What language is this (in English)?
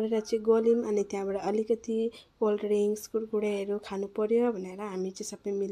Nepali